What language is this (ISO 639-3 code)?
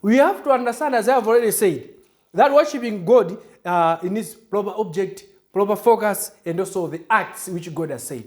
eng